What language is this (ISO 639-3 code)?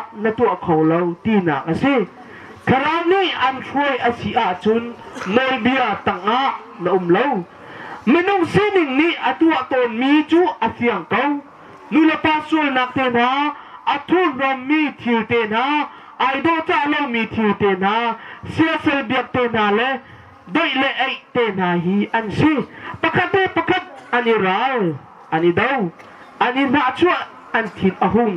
cnh